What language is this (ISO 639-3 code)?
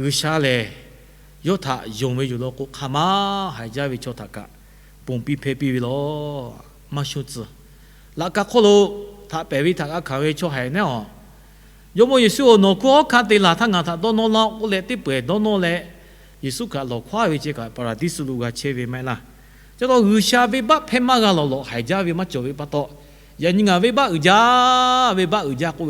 lhu